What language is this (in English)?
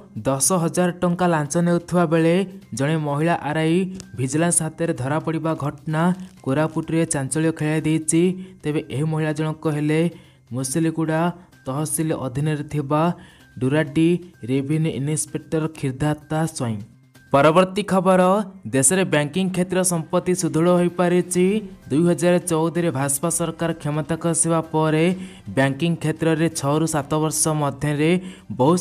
Odia